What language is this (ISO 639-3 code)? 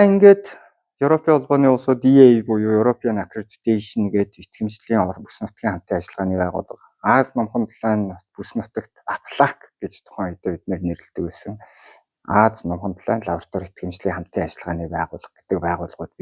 mon